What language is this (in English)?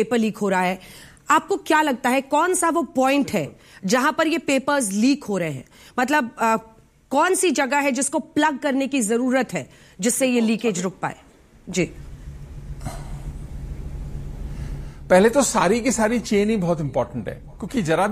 Hindi